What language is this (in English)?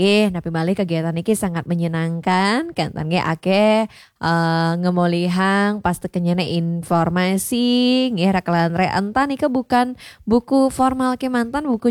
Balinese